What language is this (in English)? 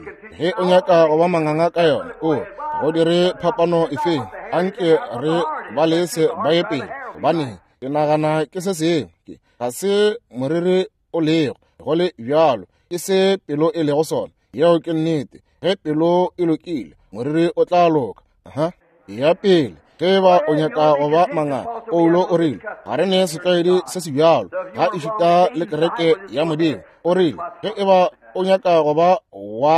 Northern Sotho